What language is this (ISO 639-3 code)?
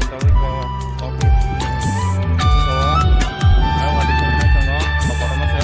trp